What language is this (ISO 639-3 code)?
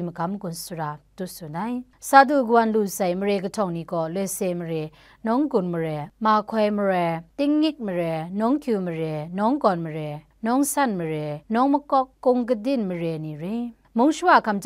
kac